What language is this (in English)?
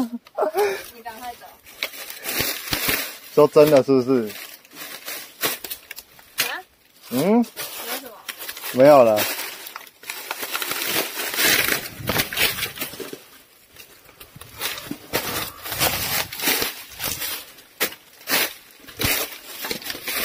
Chinese